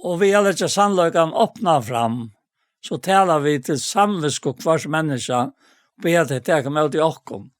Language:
Faroese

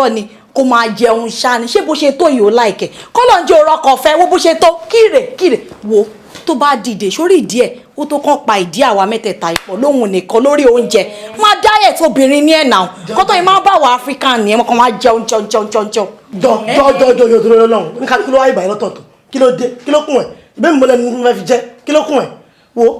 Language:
Yoruba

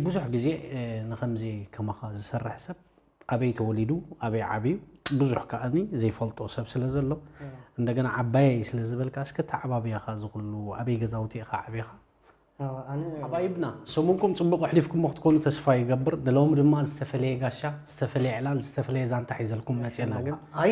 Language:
Tigrinya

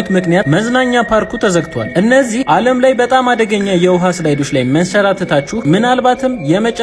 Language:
Amharic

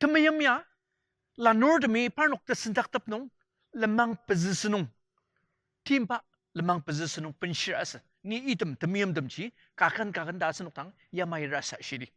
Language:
Ao Naga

